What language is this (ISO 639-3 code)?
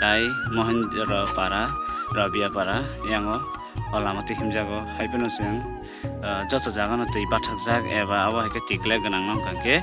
trp